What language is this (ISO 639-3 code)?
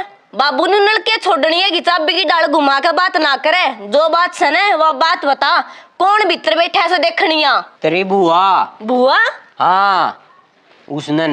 bgc